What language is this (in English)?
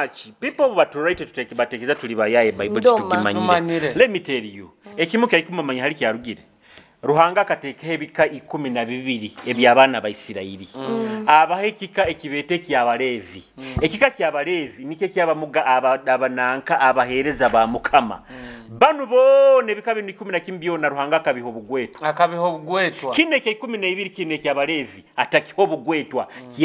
Nyoro